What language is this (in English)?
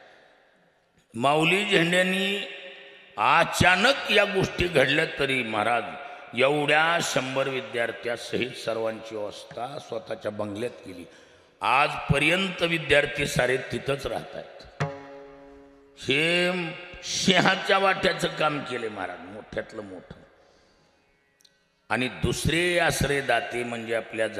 Marathi